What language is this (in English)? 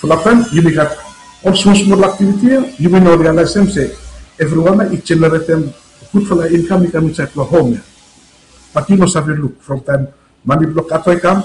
Bislama